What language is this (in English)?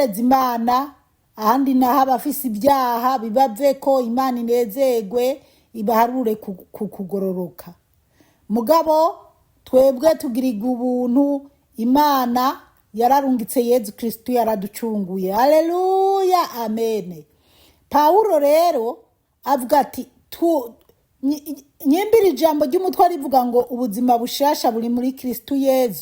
Rundi